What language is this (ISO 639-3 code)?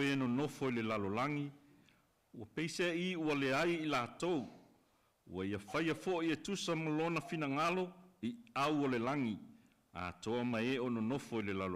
smo